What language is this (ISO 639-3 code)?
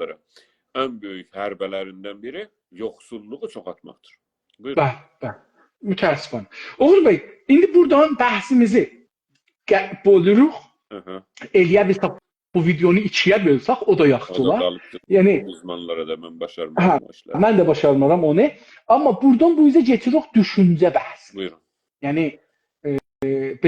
azb